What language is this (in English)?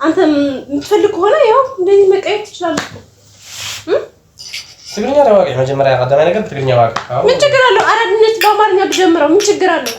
Amharic